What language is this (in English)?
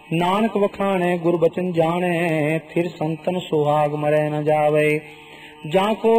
Punjabi